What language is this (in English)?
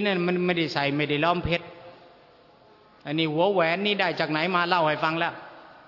Thai